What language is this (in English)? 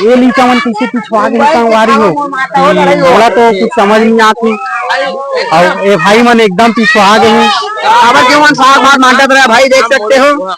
Chhattisgarhi